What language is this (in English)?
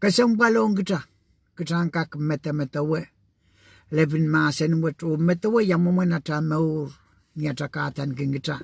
Pohnpeian